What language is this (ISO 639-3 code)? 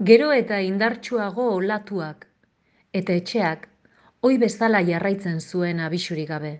eus